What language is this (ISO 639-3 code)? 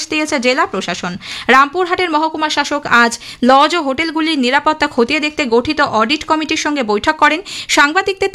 ben